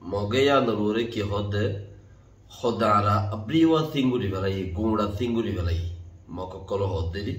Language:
Rohingya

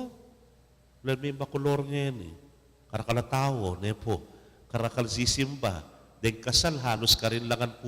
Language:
Pampanga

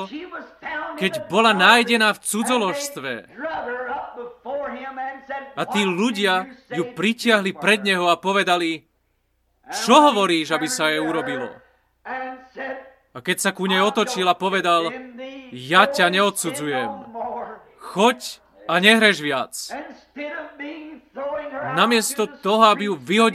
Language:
Slovak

